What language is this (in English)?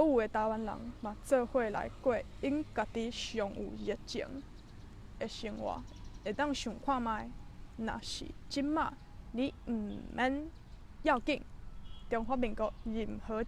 Min Nan Chinese